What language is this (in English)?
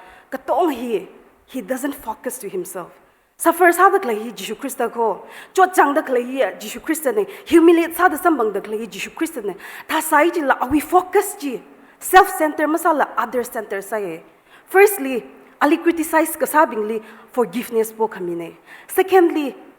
Tangkhul Naga (India)